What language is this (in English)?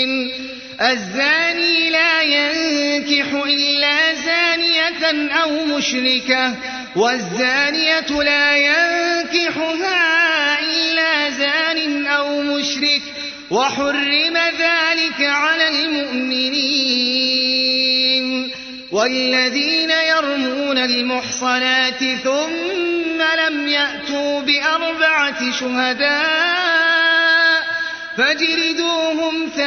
Arabic